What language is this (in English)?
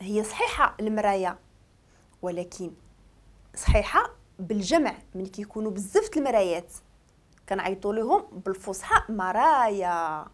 Moroccan Arabic